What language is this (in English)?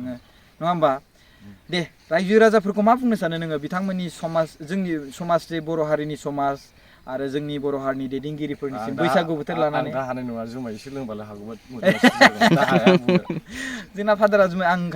Bodo